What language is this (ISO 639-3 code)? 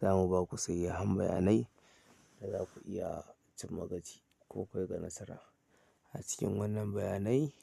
hau